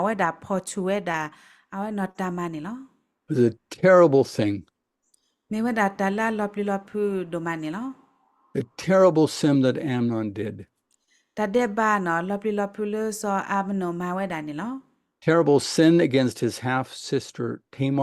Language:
S'gaw Karen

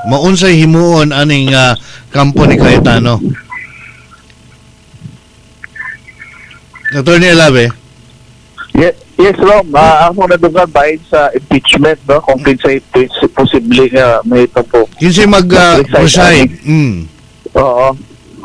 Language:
Cebuano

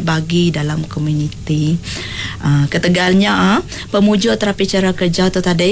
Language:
Iban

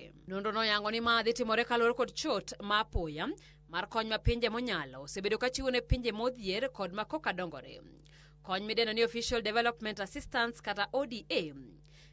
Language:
Luo (Kenya and Tanzania)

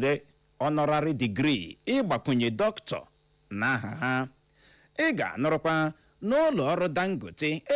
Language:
Igbo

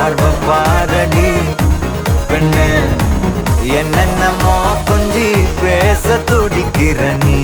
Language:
Tamil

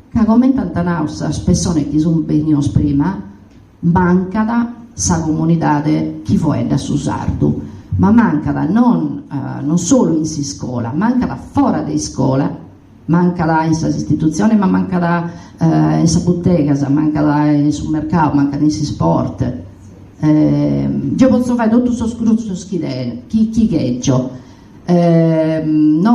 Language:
Sardinian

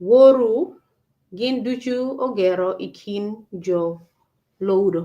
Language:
Acoli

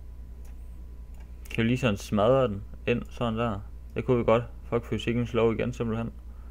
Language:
Danish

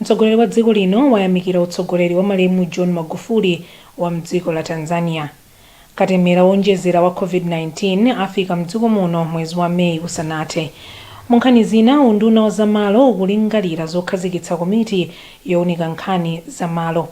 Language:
Nyanja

